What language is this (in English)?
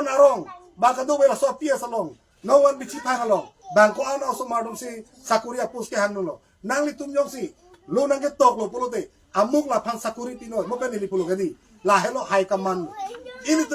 Karbi